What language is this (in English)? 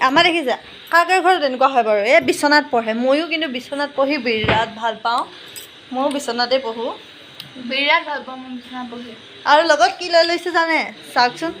Assamese